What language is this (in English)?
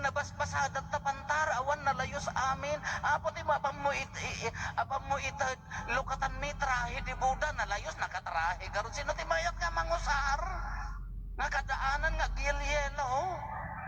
Iloko